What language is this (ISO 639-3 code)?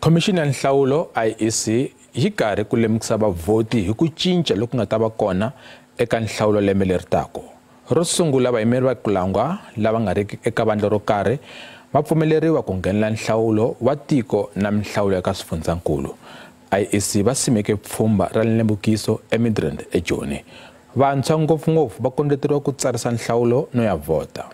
tso